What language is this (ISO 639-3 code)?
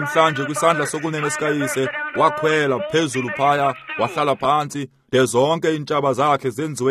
xho